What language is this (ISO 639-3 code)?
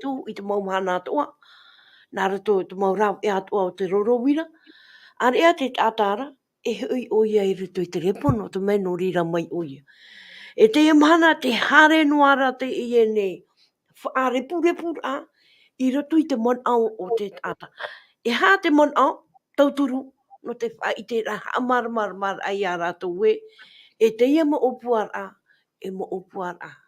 tah